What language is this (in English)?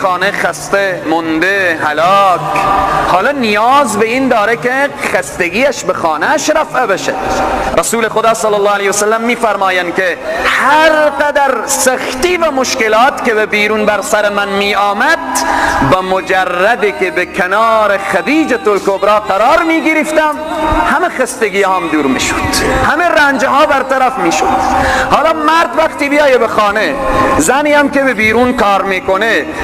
Persian